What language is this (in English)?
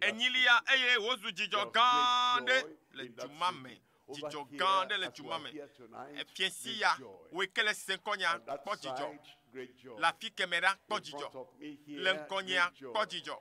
Ewe